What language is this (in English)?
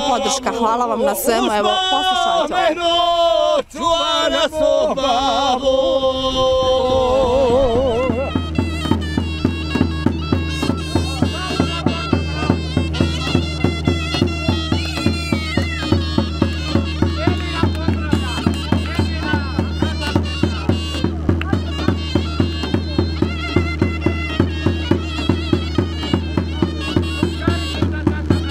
Bosnian